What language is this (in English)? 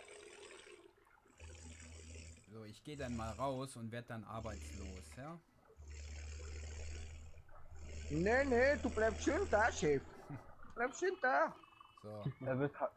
German